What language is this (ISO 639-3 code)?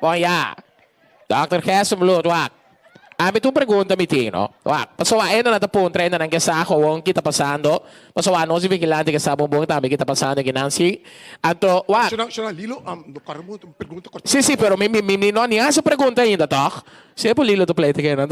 pap